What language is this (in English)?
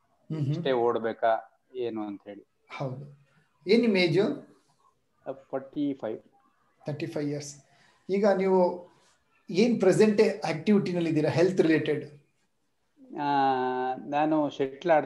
Kannada